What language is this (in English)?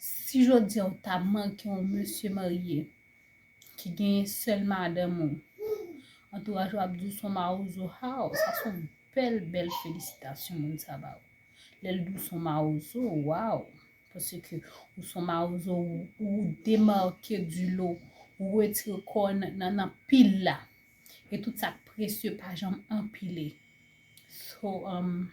Haitian Creole